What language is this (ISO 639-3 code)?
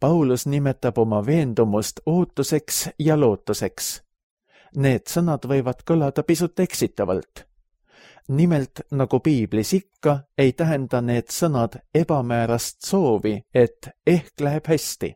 est